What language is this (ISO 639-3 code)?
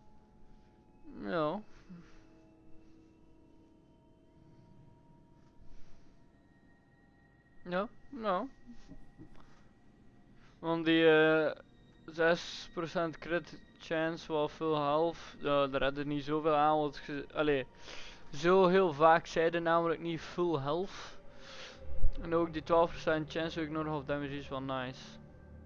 nld